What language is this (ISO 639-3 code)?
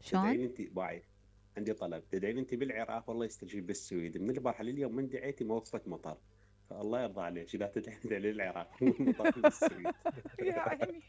acm